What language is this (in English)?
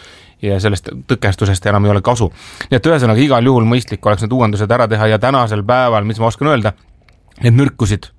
Estonian